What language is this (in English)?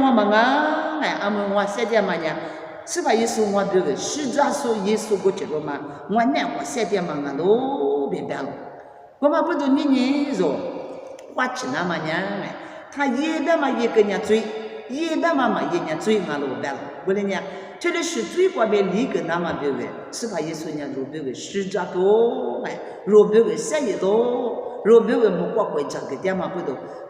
Lisu